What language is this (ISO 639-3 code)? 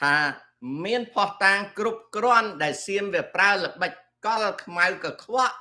khm